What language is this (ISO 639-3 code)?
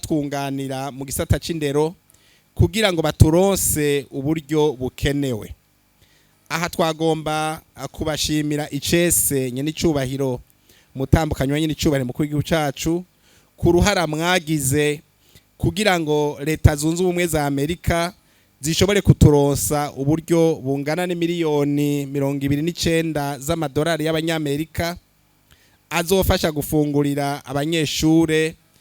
run